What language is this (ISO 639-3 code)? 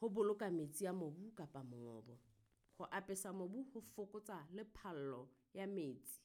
sot